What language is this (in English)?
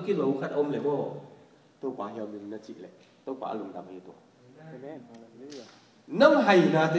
Tedim Chin